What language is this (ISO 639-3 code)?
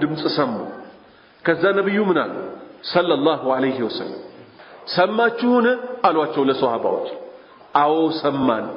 amh